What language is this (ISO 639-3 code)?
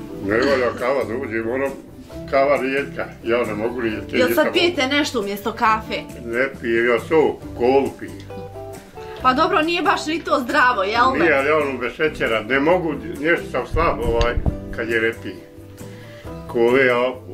bos